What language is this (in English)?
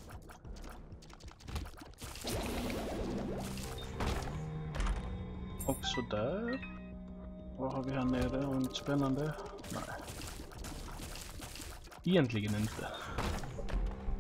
Swedish